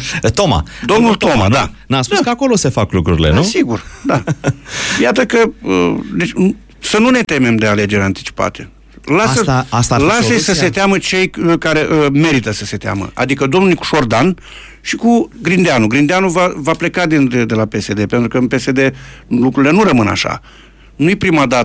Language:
Romanian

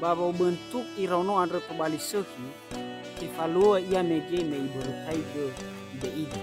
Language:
Nias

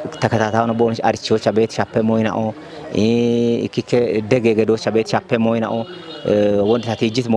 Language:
Kafa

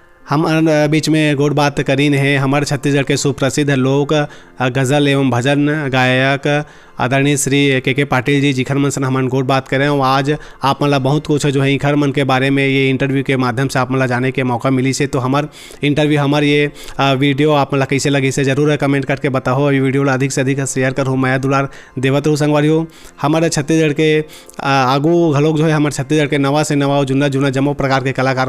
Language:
Chhattisgarhi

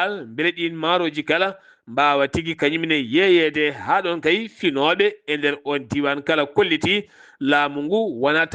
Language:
Fula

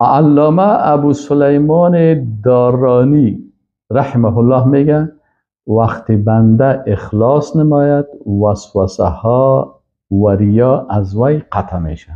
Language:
Persian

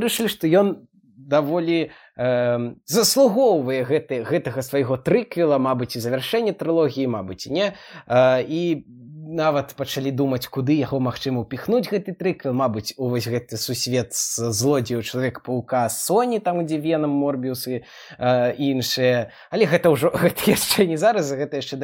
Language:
Belarusian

